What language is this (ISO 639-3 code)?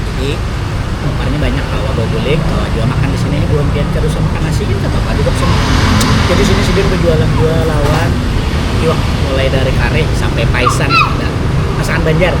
bjn